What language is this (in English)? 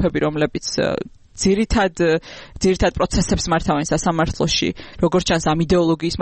Georgian